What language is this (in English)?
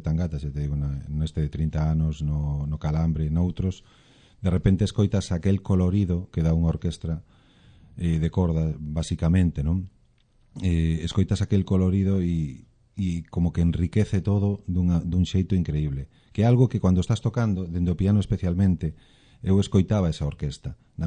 Galician